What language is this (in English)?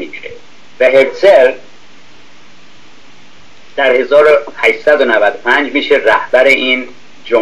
Persian